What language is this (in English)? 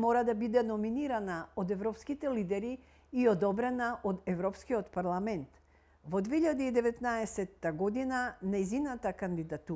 Macedonian